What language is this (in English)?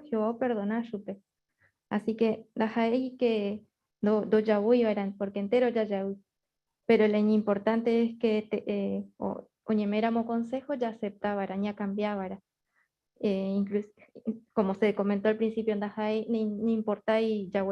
Guarani